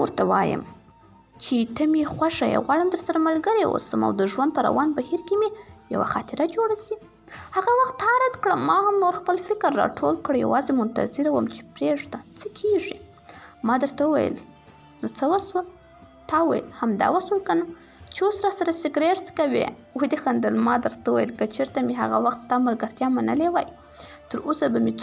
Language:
Pashto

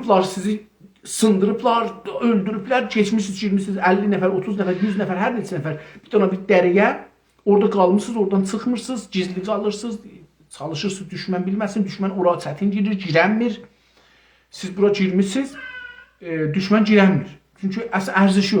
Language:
South Azerbaijani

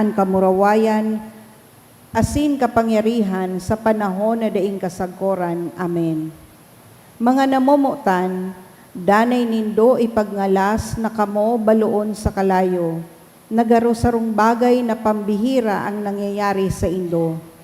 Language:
Bikol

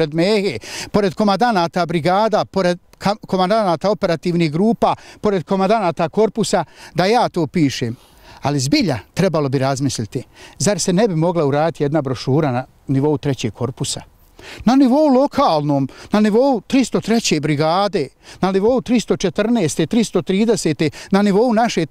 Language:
Bosnian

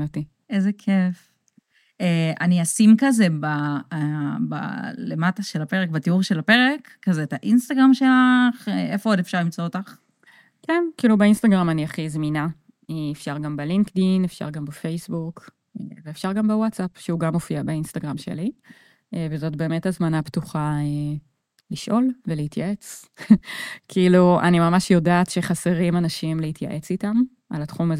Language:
Hebrew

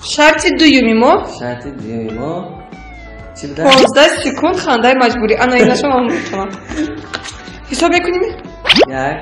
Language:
Tajik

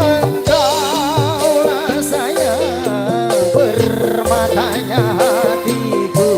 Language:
Betawi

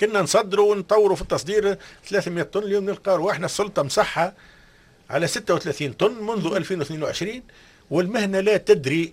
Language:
Tunisian Arabic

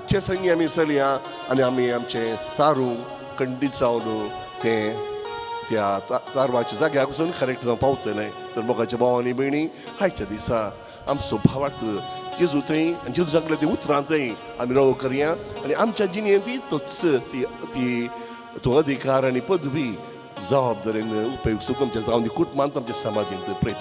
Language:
Konkani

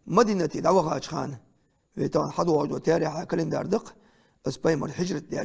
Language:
Ingush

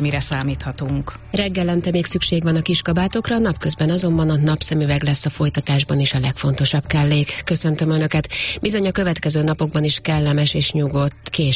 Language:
Hungarian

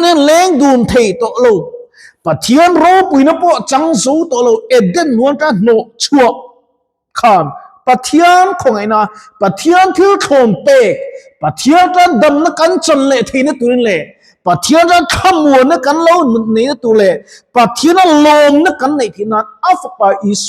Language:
Mizo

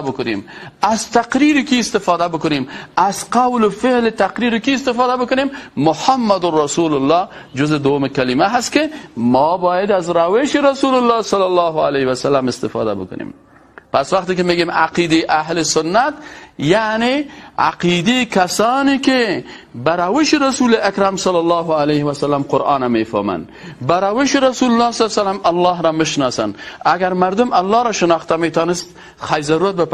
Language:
Persian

